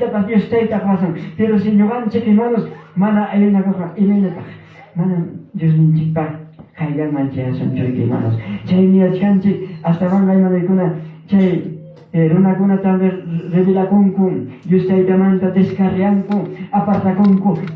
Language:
Ayacucho Quechua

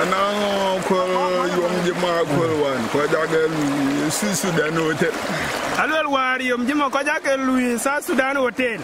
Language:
Dinka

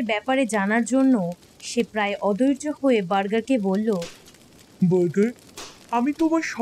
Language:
Bangla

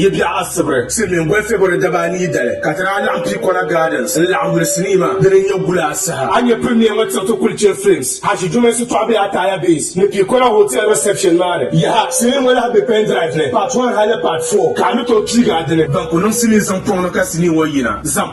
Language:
Dagbani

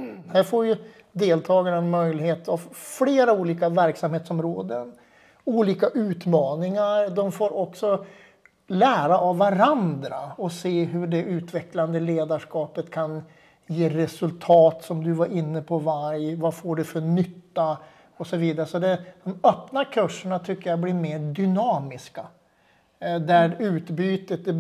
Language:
Swedish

